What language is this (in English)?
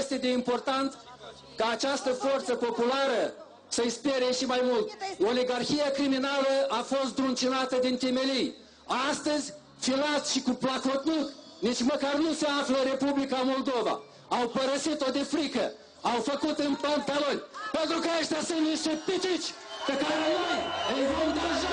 Romanian